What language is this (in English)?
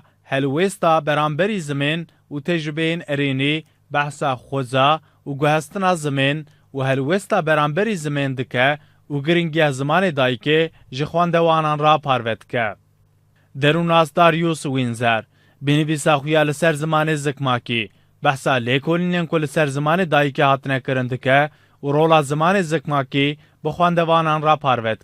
Kurdish